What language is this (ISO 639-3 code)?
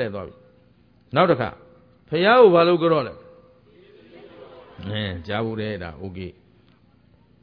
mya